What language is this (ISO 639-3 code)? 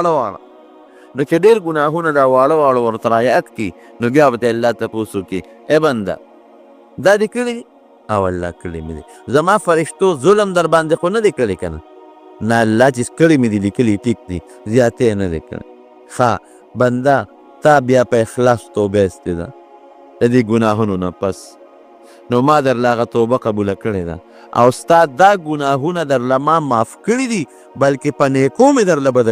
pus